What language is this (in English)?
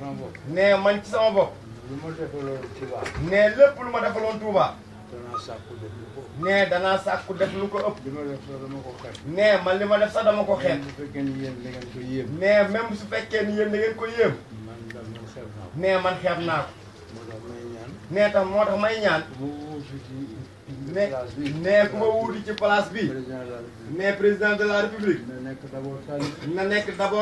Wolof